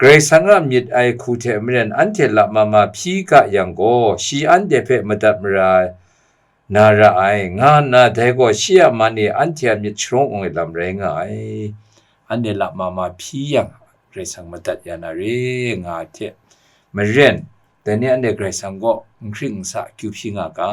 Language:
Kachin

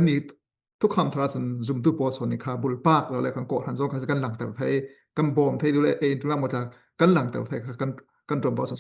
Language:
Falam Chin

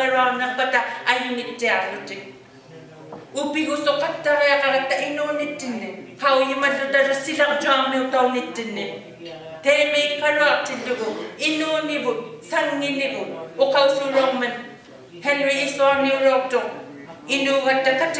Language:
Inuktitut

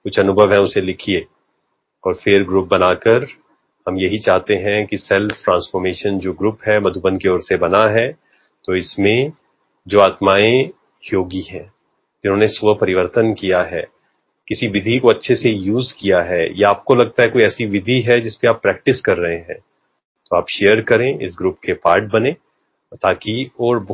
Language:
Hindi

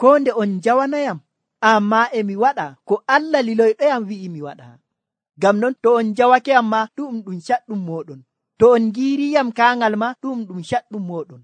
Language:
Nigerian Fulfulde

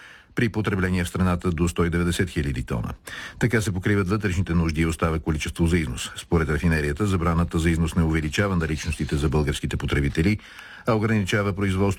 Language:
Bulgarian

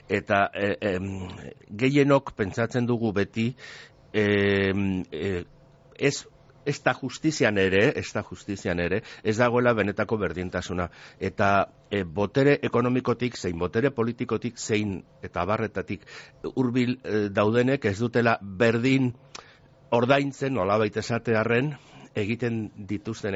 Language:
Basque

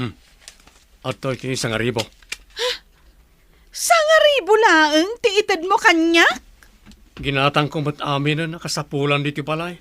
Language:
Iloko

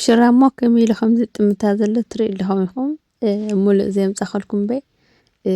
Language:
Tigrinya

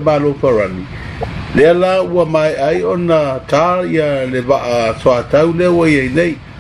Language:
Samoan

